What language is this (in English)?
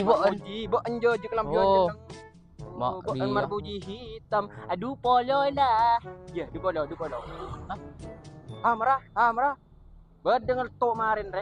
Madurese